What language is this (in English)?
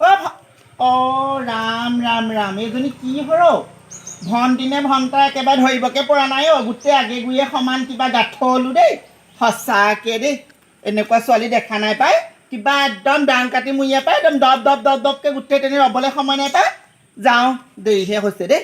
Assamese